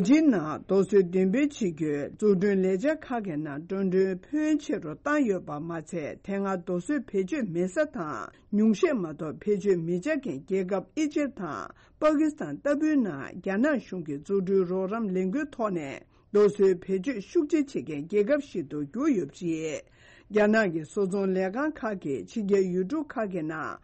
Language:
Tibetan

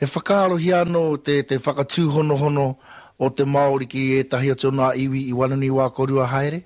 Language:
Māori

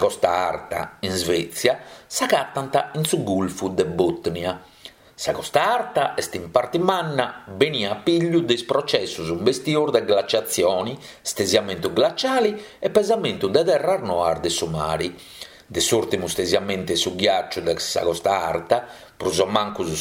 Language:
Sardinian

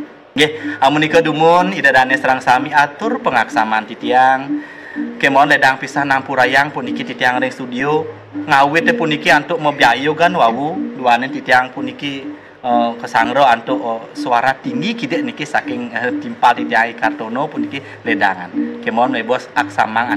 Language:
Balinese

